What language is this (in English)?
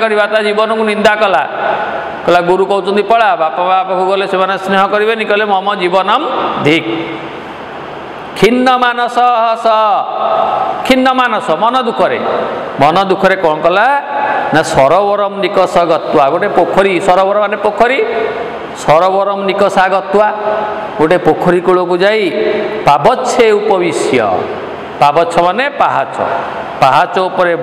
Odia